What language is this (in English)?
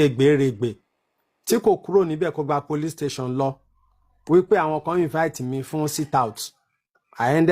Yoruba